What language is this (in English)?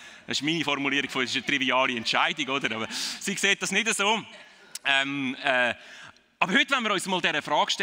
Swiss German